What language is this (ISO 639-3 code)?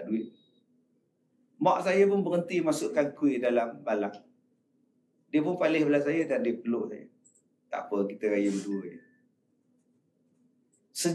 msa